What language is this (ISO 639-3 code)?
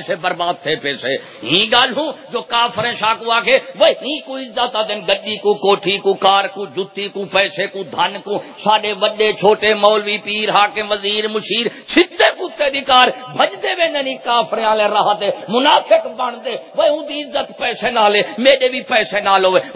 skr